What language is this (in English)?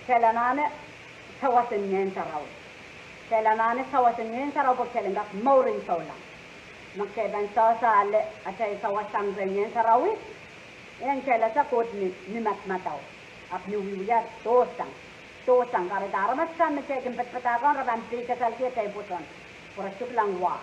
Pohnpeian